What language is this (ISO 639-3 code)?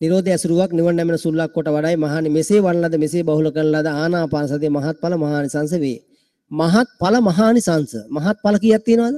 sin